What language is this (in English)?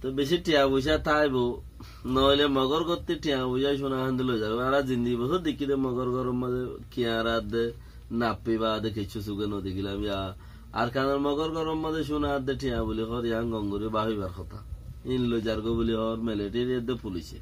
Rohingya